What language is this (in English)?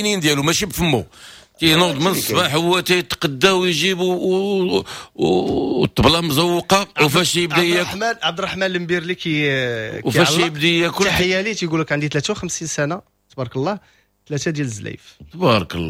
Moroccan Arabic